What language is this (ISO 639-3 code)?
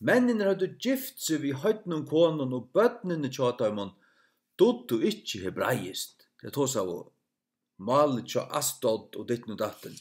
fao